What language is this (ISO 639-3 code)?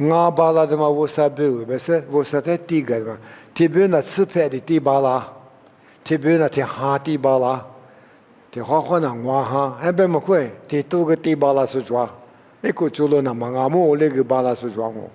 lis